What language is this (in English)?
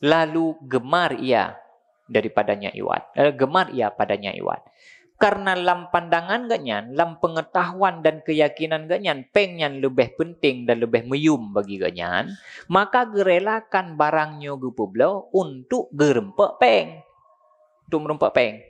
Achinese